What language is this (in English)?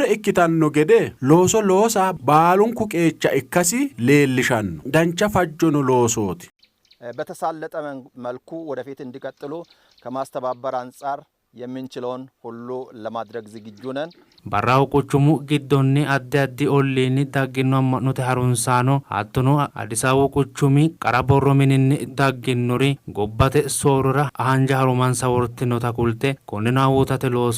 Sidamo